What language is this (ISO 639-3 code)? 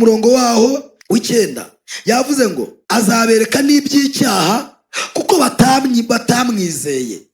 kin